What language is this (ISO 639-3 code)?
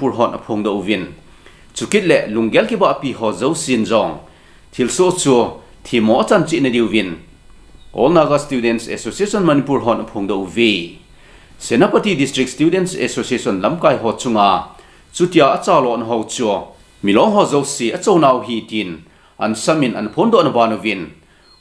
tcz